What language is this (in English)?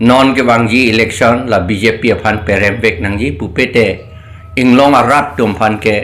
Karbi